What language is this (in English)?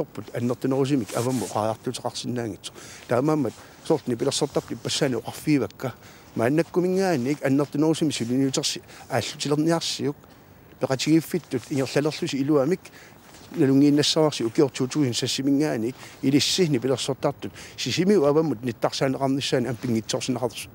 Kalaallisut